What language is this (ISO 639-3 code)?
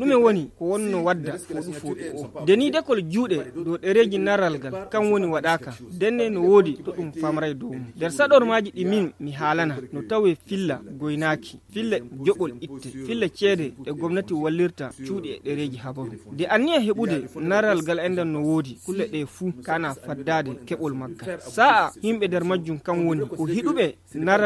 fuv